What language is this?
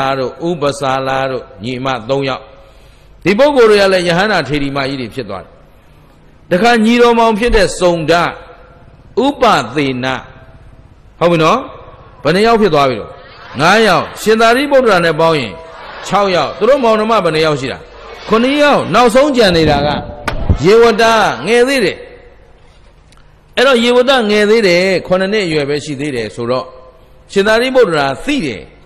Burmese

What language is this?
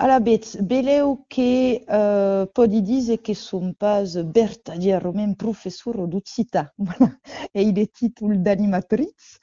Occitan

